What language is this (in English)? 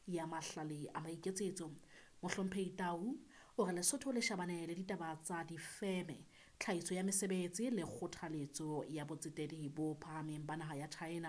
Southern Sotho